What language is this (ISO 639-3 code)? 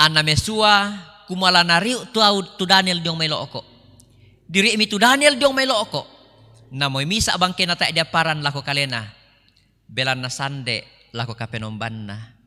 sda